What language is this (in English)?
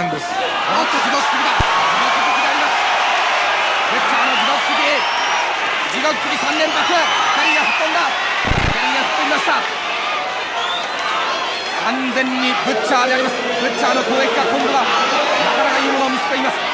Japanese